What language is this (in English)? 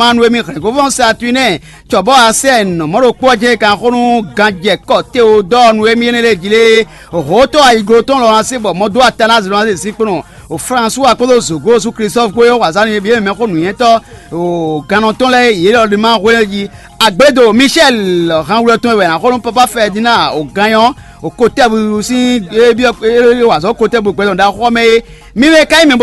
Fon